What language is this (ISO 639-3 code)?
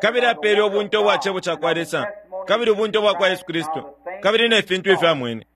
bem